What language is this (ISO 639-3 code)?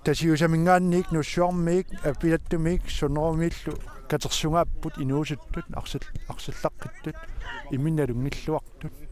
kal